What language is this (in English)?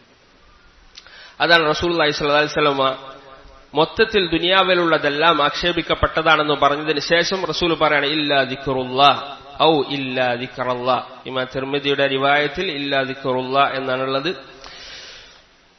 Malayalam